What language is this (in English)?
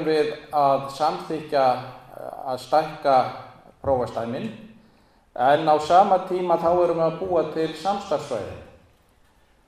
Icelandic